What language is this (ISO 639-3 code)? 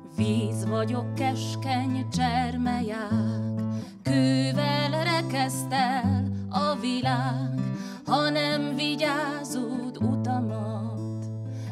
hun